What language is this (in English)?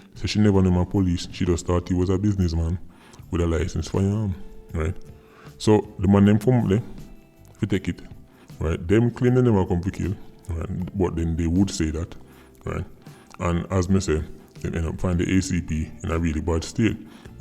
Jamaican Creole English